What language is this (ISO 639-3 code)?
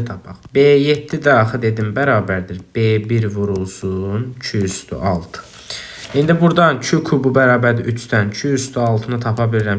aze